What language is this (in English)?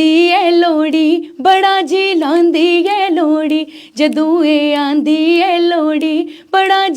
Dogri